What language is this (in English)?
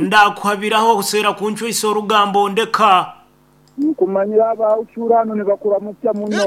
Nyankole